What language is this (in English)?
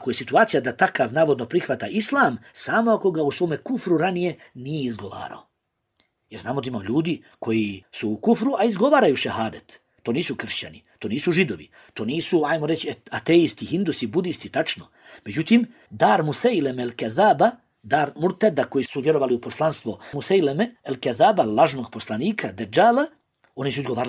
Bosnian